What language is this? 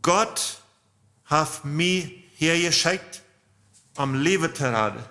Plautdietsch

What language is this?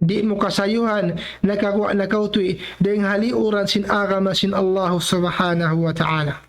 Tausug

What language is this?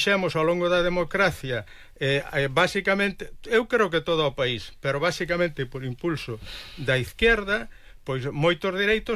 Galician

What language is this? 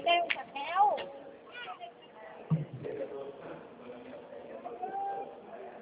Portuguese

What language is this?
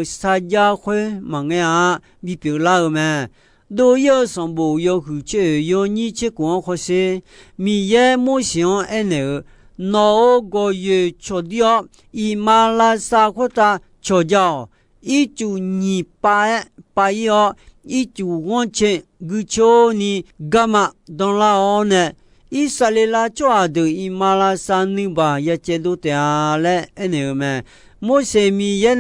Akha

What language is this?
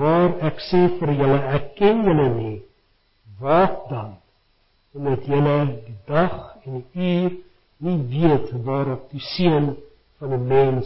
Afrikaans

